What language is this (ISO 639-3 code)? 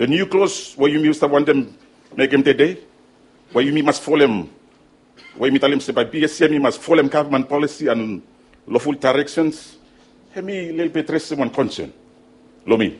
bis